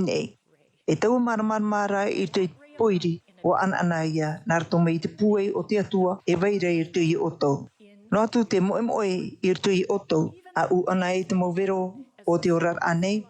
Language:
Tahitian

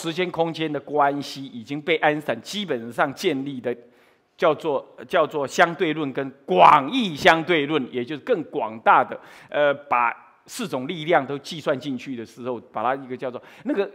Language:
Chinese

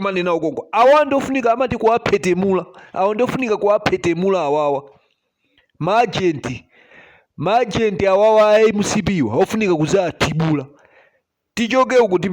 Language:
Nyanja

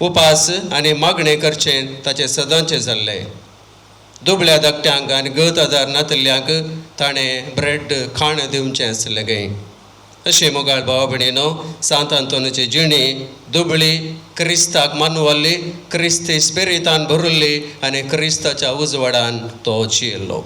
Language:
Konkani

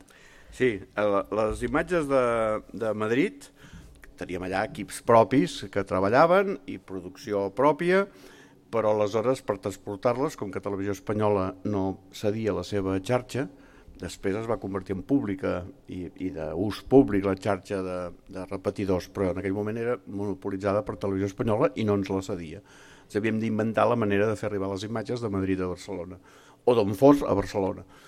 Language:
Catalan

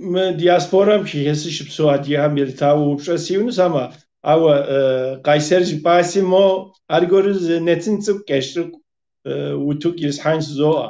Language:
Kabardian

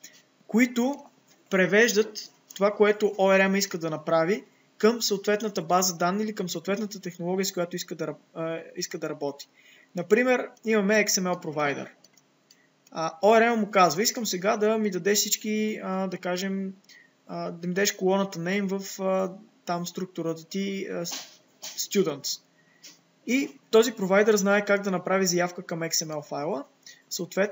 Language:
Bulgarian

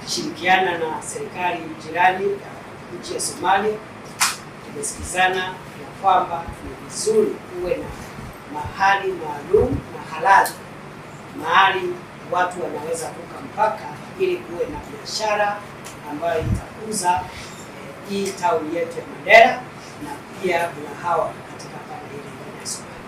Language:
Gusii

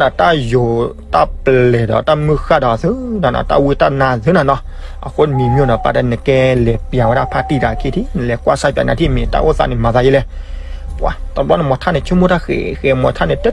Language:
S'gaw Karen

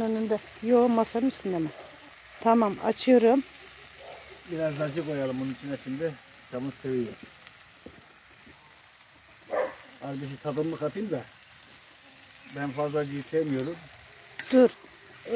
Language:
Turkish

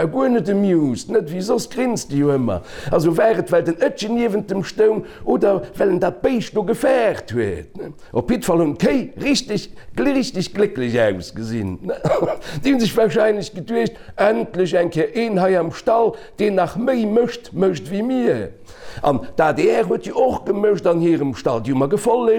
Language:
Luxembourgish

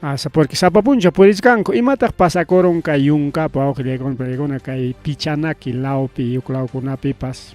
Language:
Ayacucho Quechua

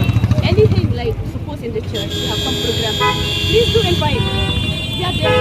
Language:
Khasi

